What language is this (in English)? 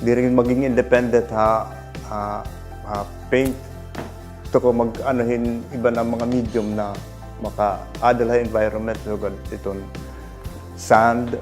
Waray